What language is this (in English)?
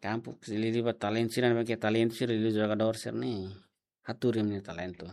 Tetum